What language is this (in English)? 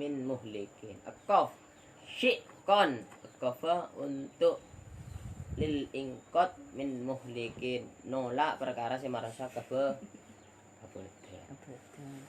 Madurese